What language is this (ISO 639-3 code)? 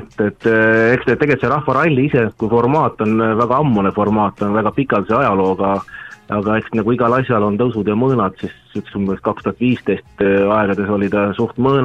est